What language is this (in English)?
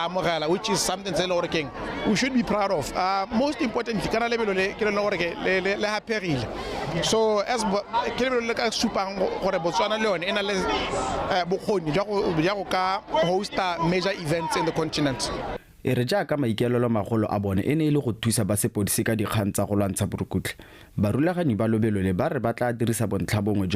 Tswana